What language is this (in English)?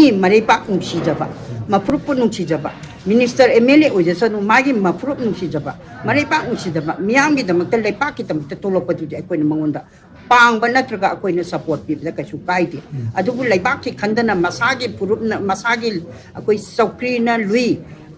Manipuri